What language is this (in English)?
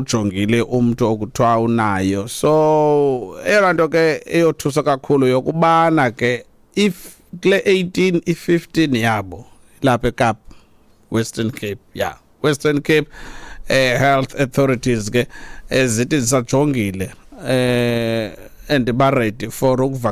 Xhosa